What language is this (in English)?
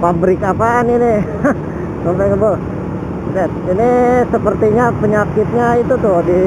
Betawi